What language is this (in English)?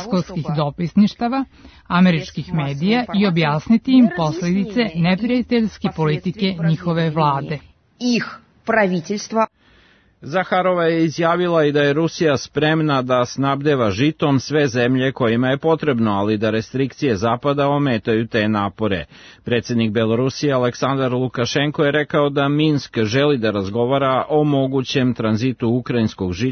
Serbian